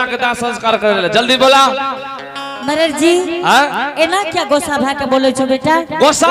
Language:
Angika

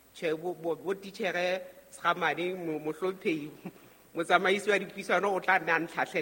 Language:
Southern Sotho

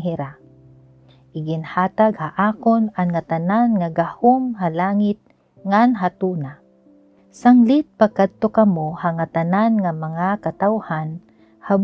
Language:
Waray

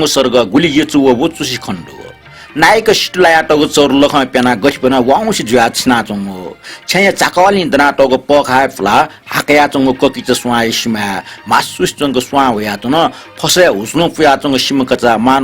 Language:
Newari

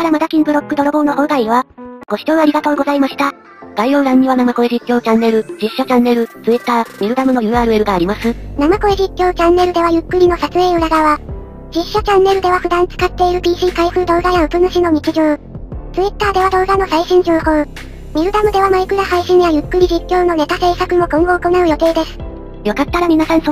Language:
Japanese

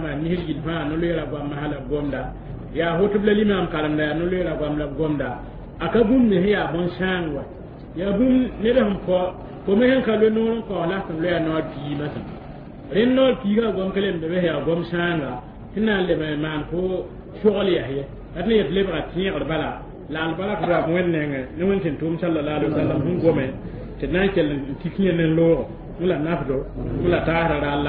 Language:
Mossi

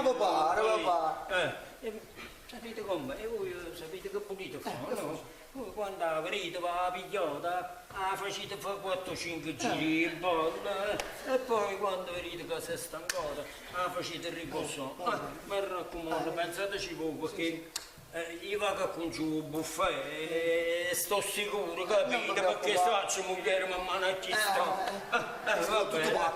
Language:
Neapolitan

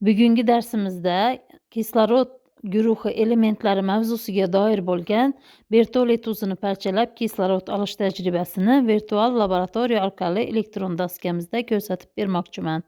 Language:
Uzbek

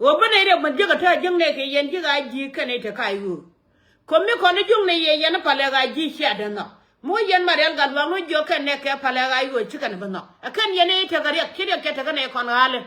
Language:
Nuer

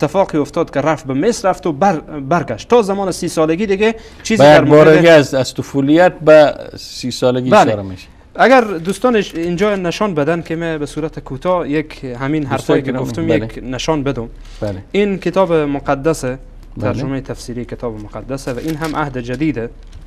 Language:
Persian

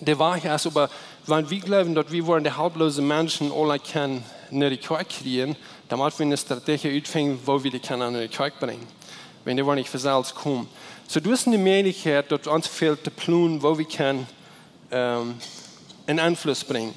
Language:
Plautdietsch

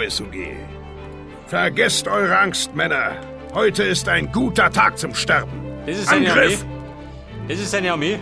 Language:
Bavarian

